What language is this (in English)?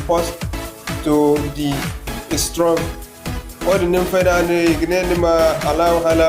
Zarma